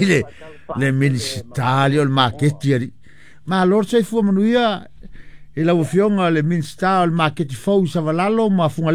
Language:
Samoan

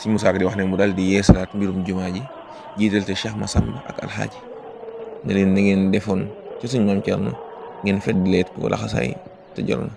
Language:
Wolof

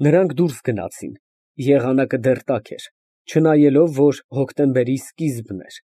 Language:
Armenian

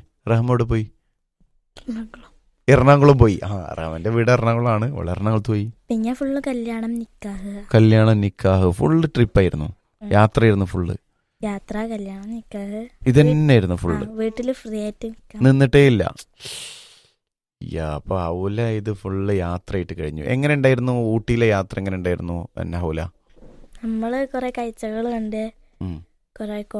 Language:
Malayalam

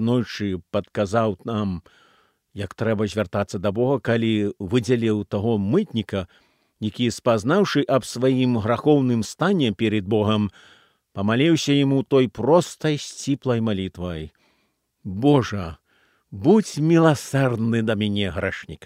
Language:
Belarusian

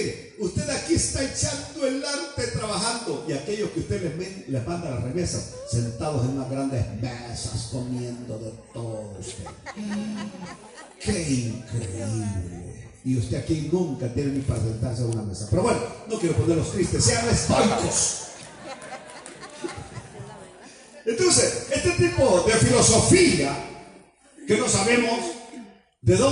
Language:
Spanish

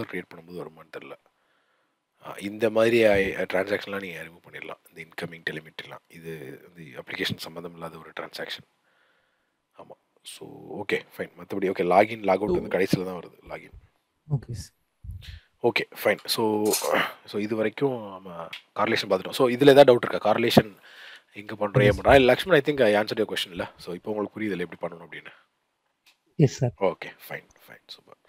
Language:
Tamil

